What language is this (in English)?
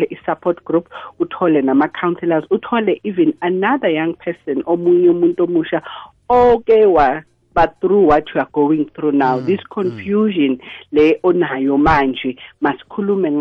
South Ndebele